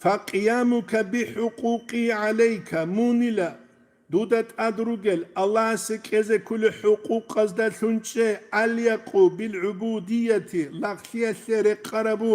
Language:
Avaric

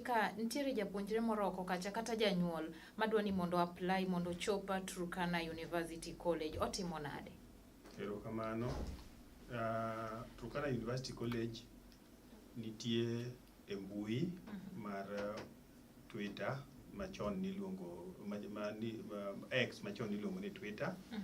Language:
Luo (Kenya and Tanzania)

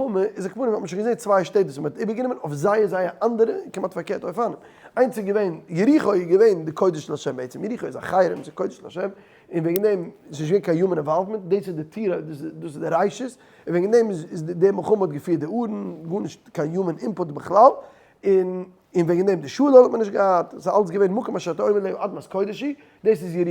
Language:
Yiddish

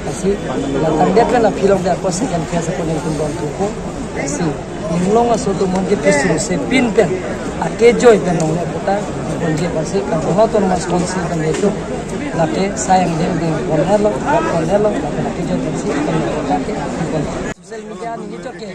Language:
Karbi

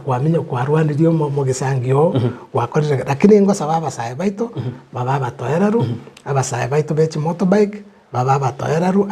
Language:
Gusii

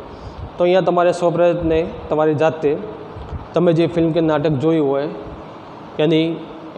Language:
Gujarati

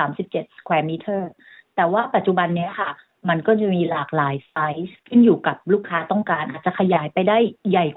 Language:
Thai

